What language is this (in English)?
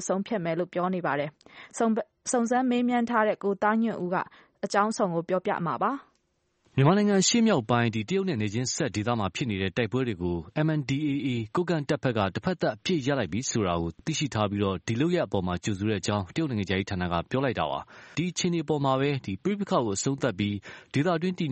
Burmese